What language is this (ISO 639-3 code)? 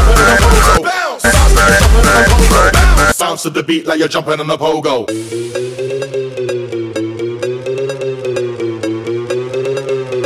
eng